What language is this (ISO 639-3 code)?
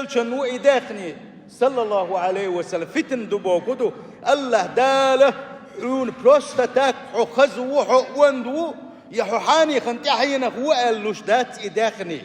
che